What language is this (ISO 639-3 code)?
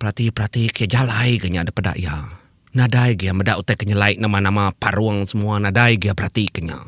iba